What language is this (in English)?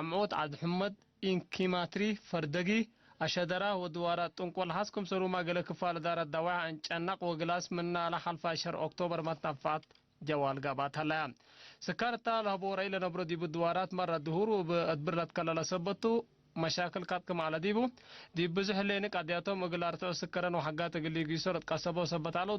Tigre